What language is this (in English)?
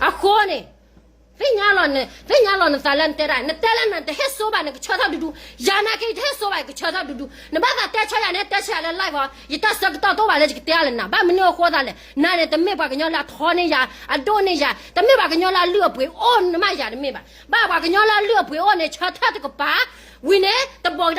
S'gaw Karen